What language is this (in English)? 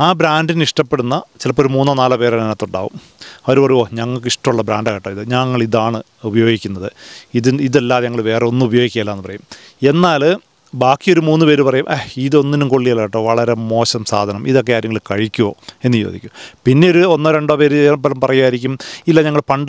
Malayalam